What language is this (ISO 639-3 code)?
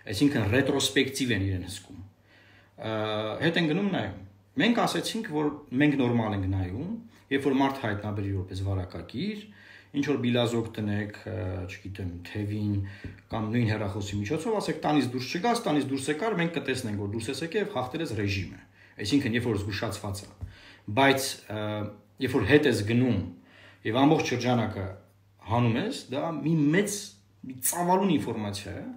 hye